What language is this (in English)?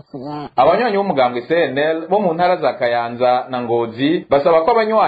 Rundi